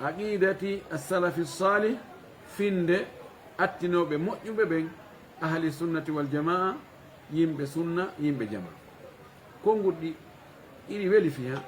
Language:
Fula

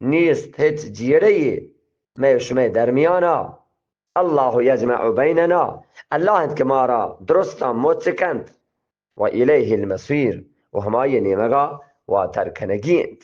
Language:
Eastern Balochi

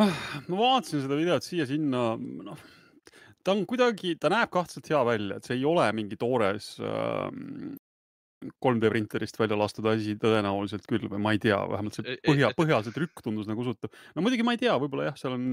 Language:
Estonian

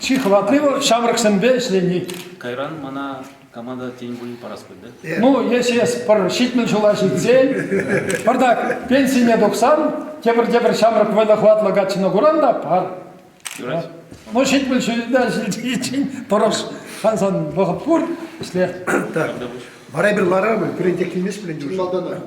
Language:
Chuvash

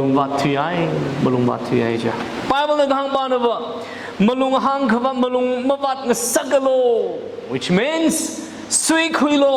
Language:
Tangkhul Naga (India)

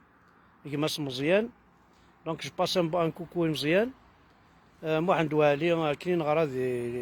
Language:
Kabyle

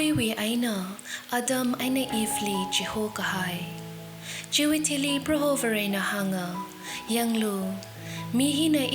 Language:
Tangkhul Naga (India)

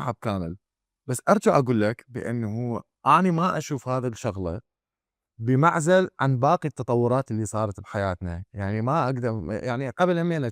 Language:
Mesopotamian Arabic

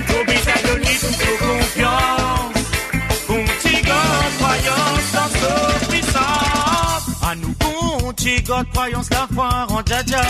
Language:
Morisyen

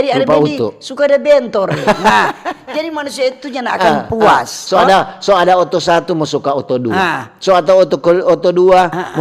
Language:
Manado Malay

